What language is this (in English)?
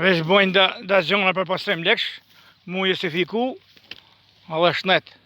Albanian